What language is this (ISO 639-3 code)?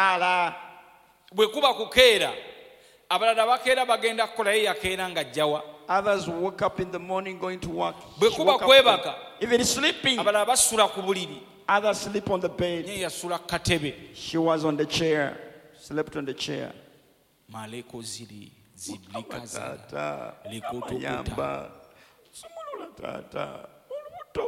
lug